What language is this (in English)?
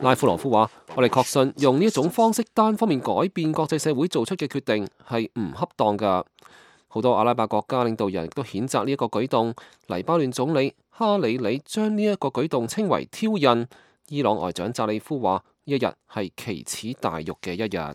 Cantonese